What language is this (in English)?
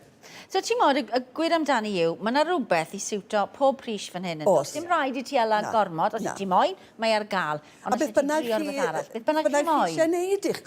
Welsh